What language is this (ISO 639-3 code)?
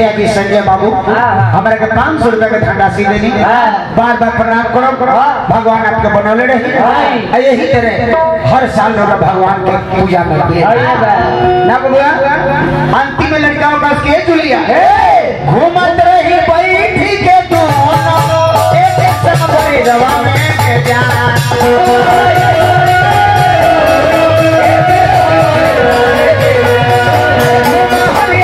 bho